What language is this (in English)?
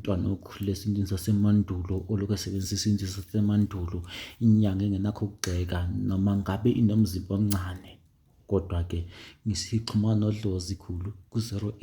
Zulu